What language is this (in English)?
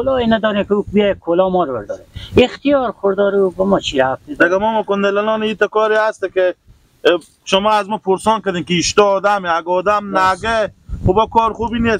Persian